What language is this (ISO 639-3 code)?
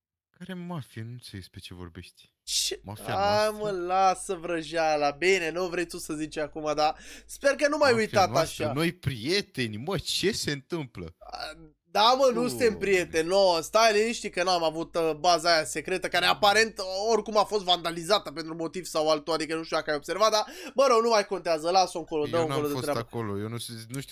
ron